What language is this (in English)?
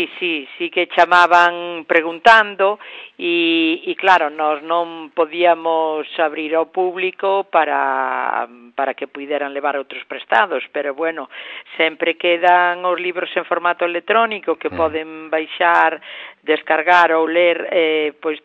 Galician